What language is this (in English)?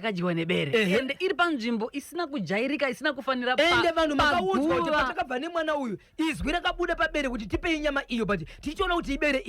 Shona